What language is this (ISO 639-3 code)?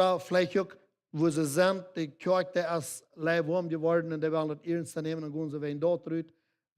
pdt